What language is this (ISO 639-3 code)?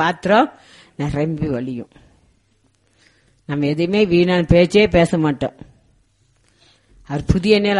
tam